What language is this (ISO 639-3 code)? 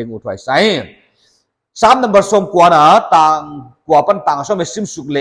pck